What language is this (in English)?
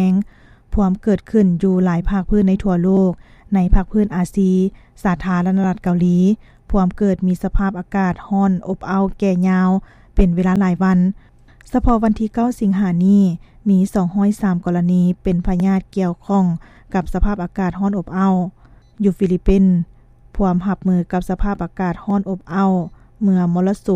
Lao